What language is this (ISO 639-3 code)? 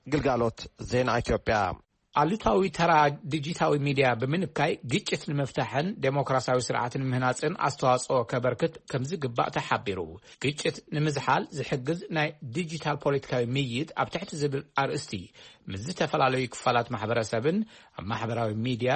tir